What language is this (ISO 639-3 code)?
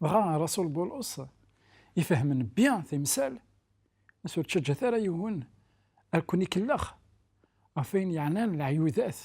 kab